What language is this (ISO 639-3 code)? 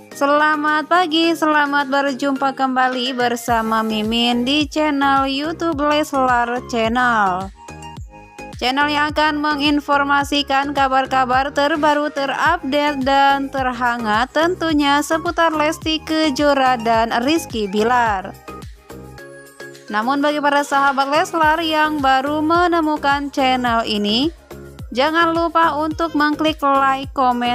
ind